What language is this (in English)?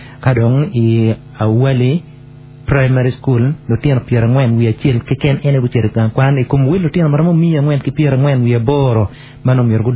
Acoli